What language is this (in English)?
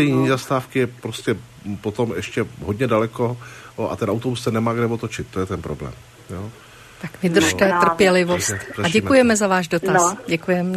Czech